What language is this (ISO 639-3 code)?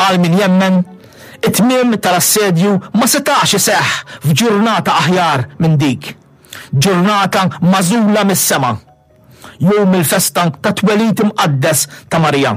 mlt